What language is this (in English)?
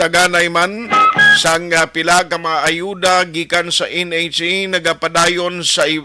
Hiligaynon